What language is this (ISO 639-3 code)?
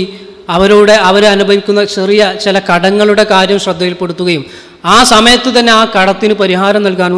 mal